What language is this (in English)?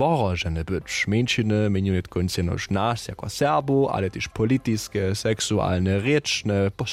Upper Sorbian